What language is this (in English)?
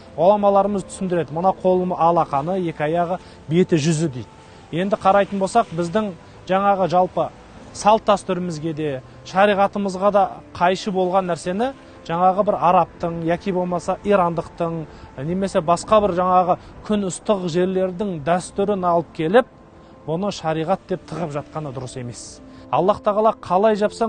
Kazakh